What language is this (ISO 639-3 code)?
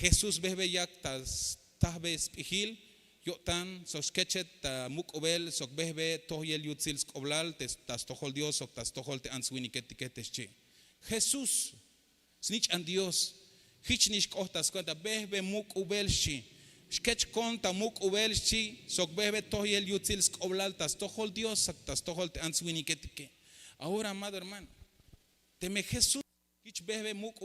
tzh